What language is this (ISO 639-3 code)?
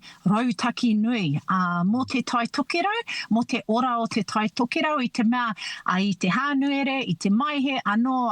mri